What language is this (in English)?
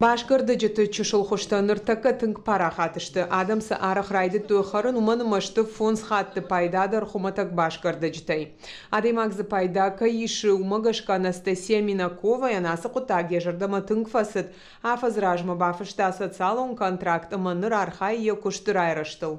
Ossetic